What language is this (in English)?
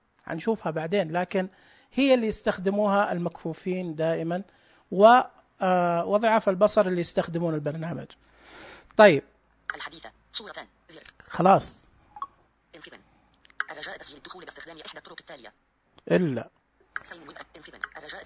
Najdi Arabic